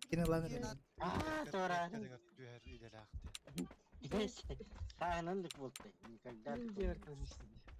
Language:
Yakut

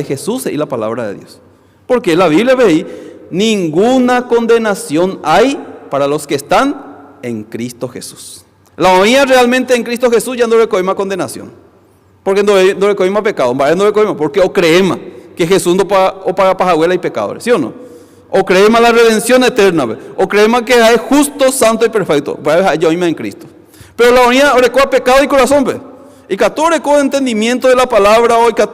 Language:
Guarani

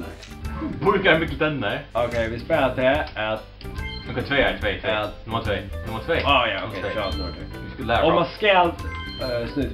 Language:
Faroese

